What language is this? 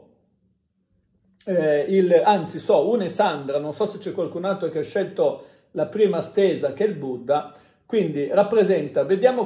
Italian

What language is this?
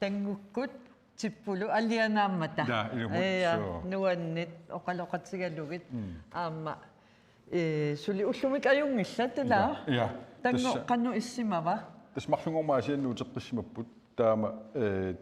Kalaallisut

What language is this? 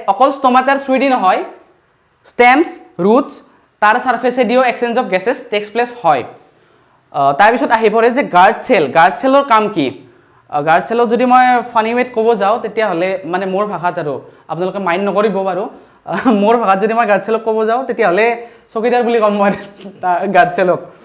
Assamese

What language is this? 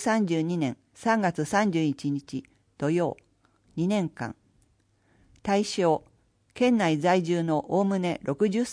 Japanese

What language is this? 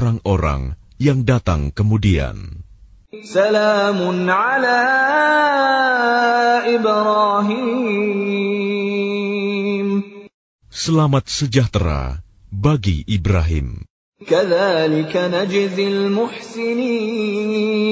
Indonesian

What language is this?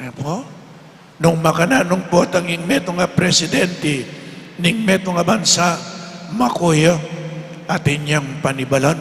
Pampanga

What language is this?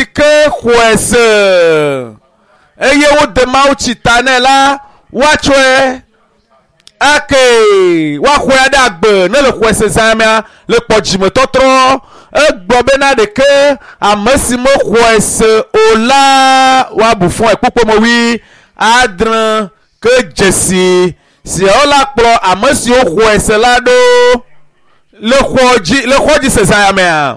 Ewe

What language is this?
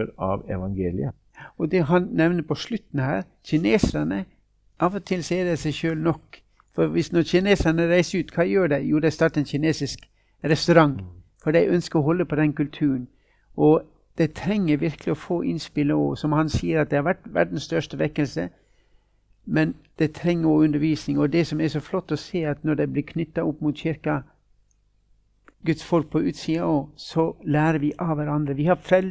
Norwegian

